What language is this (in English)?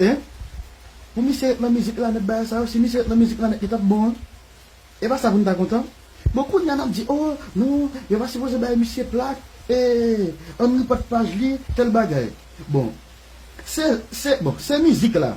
Haitian Creole